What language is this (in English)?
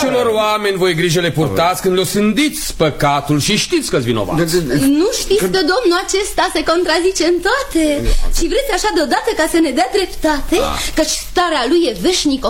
Romanian